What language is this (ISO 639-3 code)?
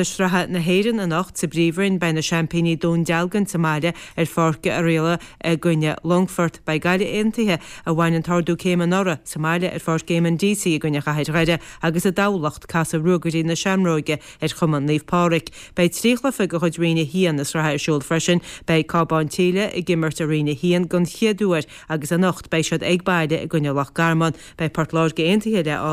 gle